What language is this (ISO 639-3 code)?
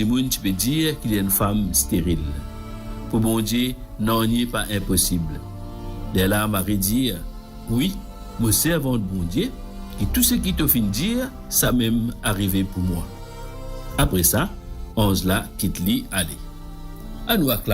mfe